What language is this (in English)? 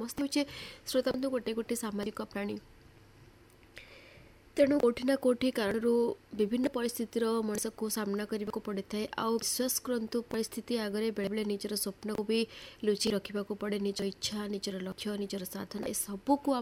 Odia